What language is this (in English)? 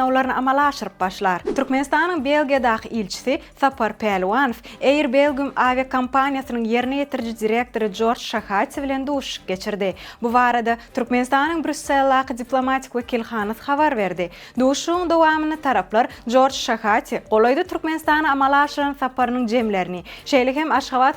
Turkmen